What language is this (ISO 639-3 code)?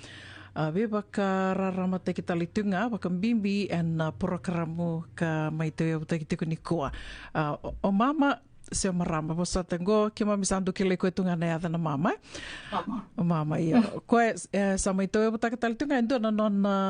fij